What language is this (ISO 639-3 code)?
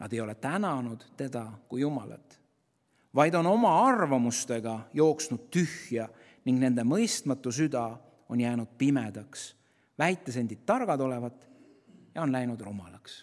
est